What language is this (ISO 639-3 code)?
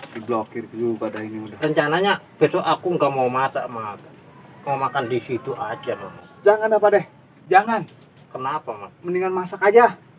bew